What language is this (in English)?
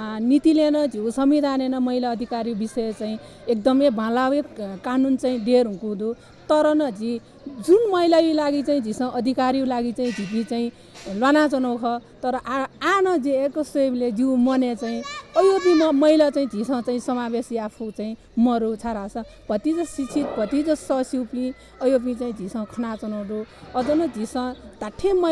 Newari